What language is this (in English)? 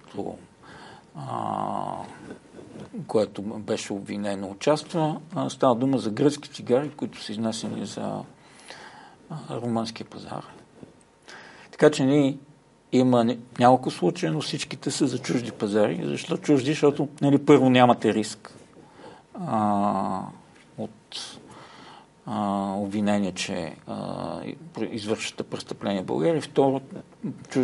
Bulgarian